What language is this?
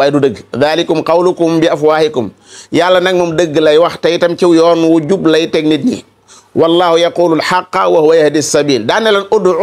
Wolof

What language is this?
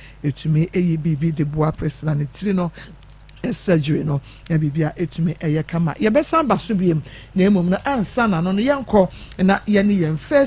Akan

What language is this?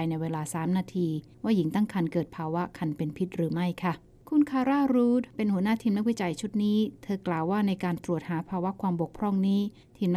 Thai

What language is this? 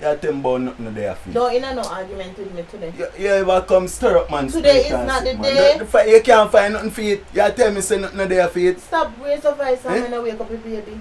Jamaican Creole English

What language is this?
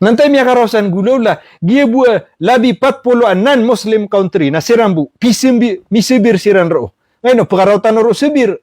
Maranao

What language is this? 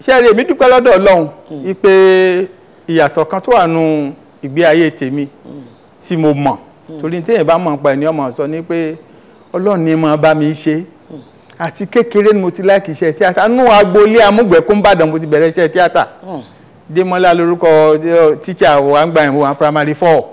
Yoruba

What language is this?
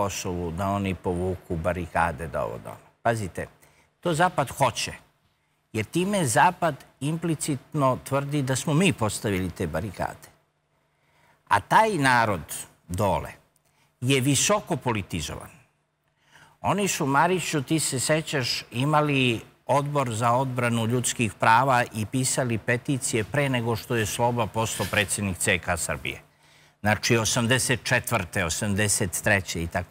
Serbian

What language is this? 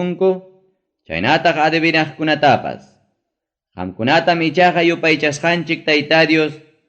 Ayacucho Quechua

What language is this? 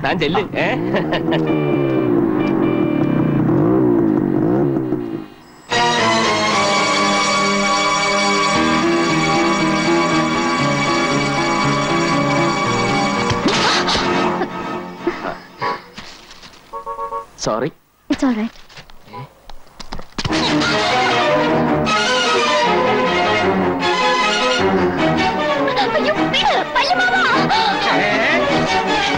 Malayalam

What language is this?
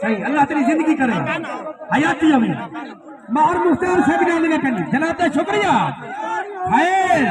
Saraiki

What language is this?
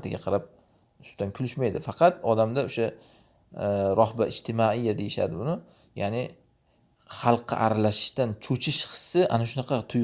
Uzbek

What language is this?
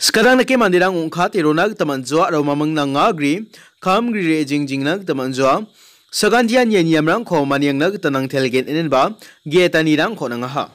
Garo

